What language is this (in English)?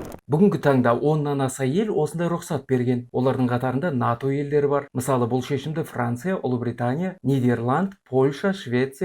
Kazakh